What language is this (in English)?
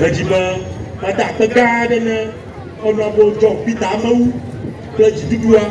Ewe